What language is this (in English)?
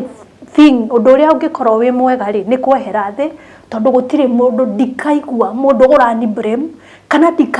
Kikuyu